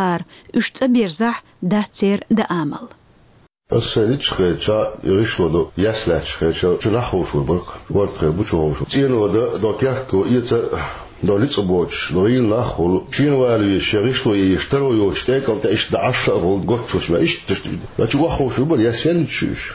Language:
Chechen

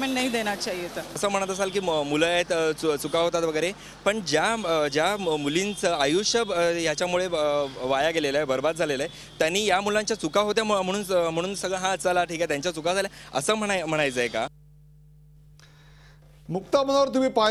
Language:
Marathi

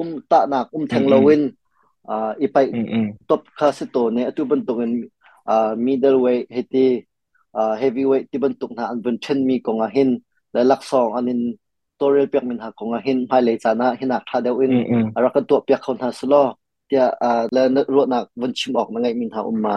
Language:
Hakha Chin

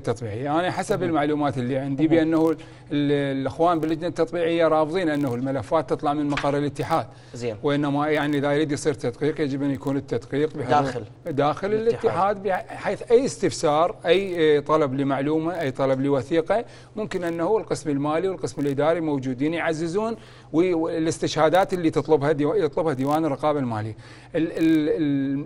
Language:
Mesopotamian Arabic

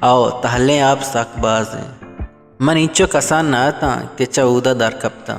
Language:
Baluchi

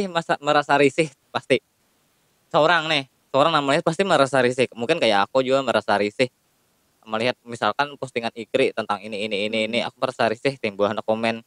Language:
Banjar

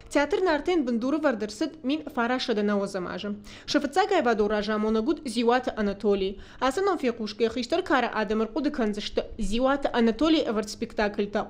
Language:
Ossetic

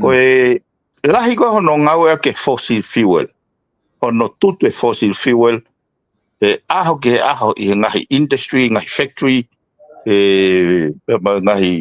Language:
Tongan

